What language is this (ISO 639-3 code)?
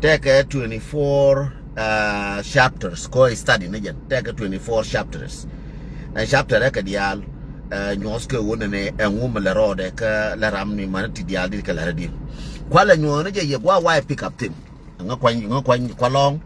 nus